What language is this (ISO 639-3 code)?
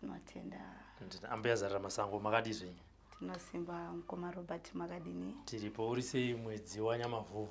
sna